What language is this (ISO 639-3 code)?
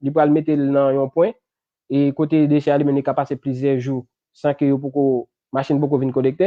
hat